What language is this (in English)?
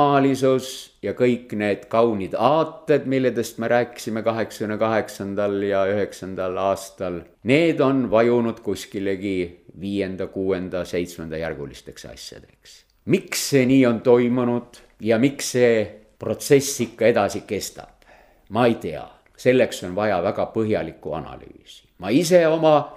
Estonian